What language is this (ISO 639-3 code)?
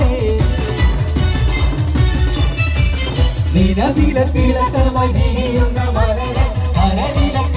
mal